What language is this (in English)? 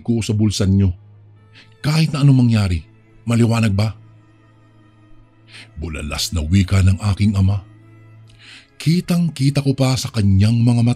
Filipino